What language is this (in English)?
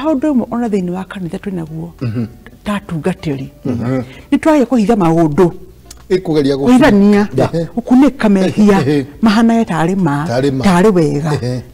Kikuyu